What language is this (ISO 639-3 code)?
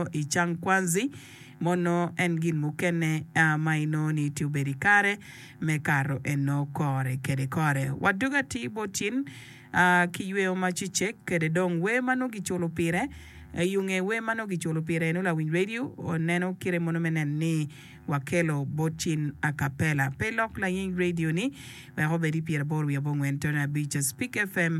ach